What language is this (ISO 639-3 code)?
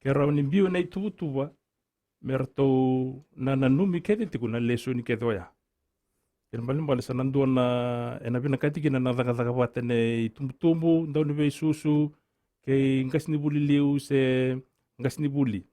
fij